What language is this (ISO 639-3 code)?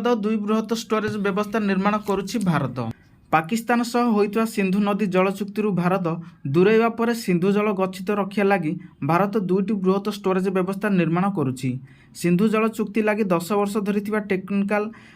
ori